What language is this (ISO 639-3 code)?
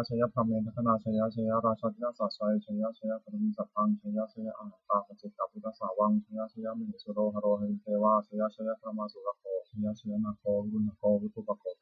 pli